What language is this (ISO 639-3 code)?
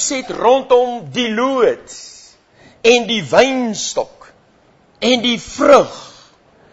afr